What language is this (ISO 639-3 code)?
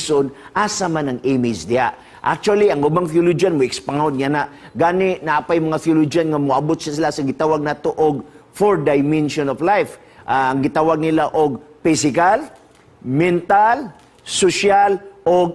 ceb